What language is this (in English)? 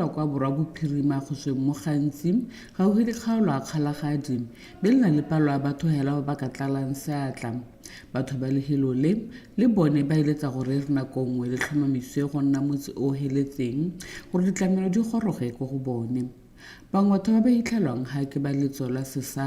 Tswana